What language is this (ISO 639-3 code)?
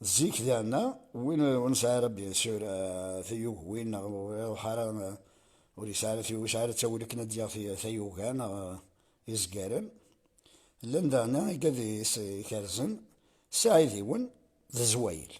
kab